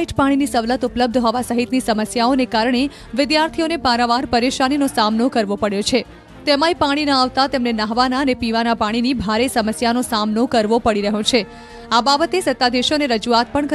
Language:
Gujarati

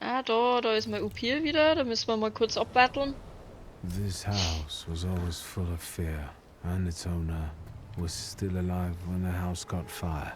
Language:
Bavarian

